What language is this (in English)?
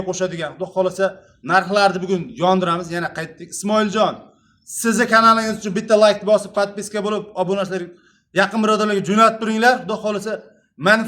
Uzbek